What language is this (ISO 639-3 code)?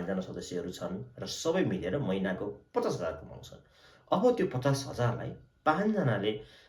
nep